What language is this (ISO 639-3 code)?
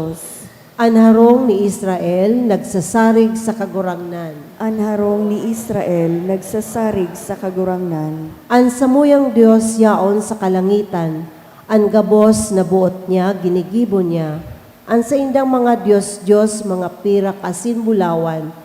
bik